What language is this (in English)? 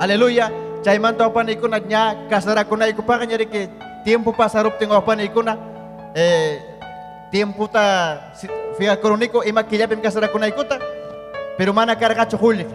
Ayacucho Quechua